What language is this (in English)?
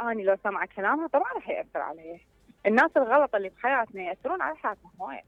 Mesopotamian Arabic